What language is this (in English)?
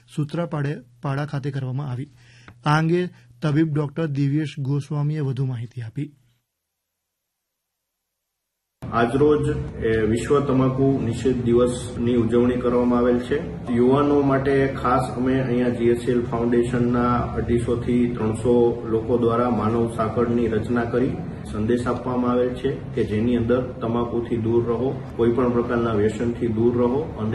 Gujarati